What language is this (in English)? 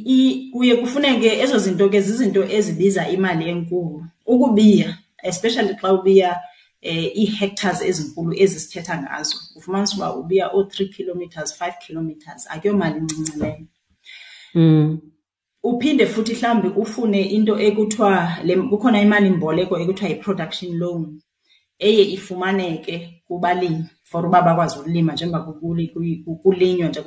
Xhosa